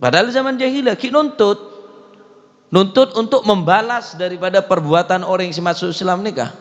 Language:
Madurese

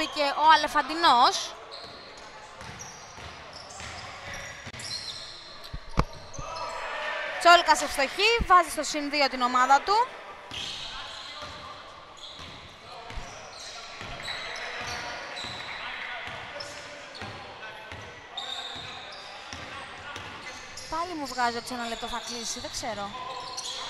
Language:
Greek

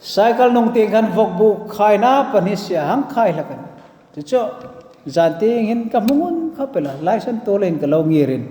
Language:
Hmar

